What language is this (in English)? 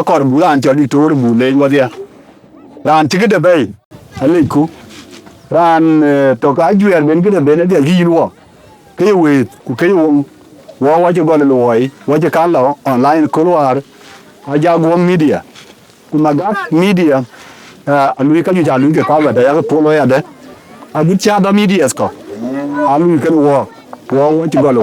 Dinka